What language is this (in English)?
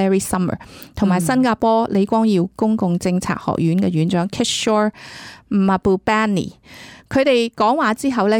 Cantonese